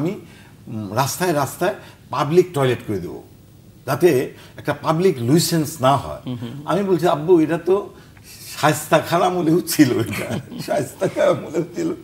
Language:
Bangla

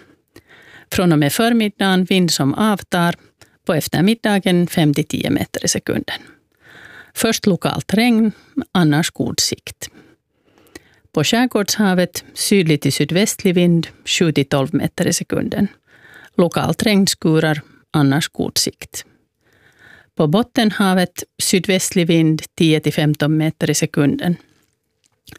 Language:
Swedish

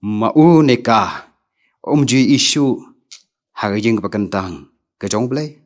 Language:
Khasi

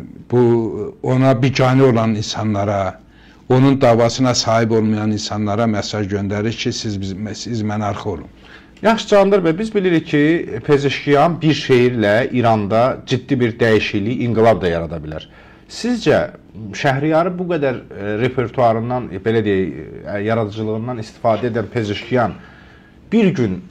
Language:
Azerbaijani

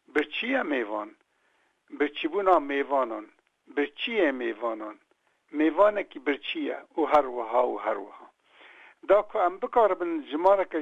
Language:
Kurdish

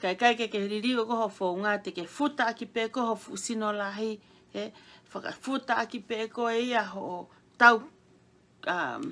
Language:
Tongan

